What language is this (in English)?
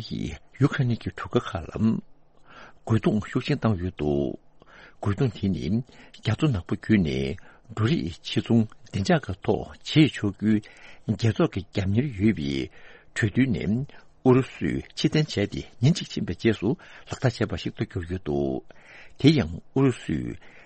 Tibetan